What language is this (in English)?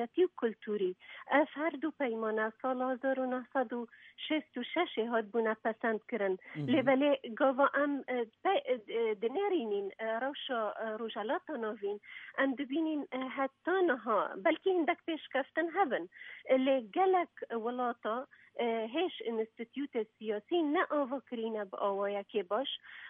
Kurdish